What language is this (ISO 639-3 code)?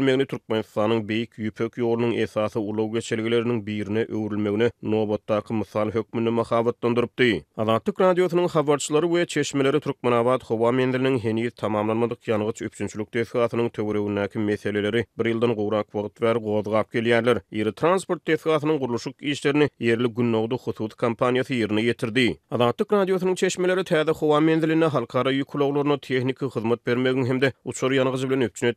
tuk